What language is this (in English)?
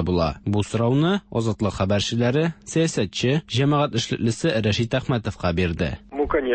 Tatar